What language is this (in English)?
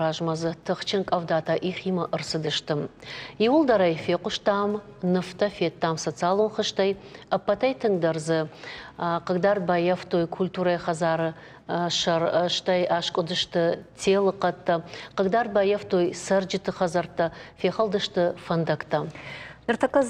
Ossetic